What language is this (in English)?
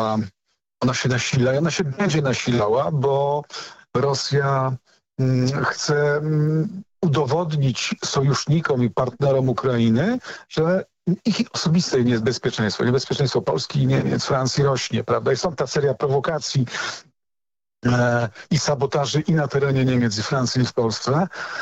Polish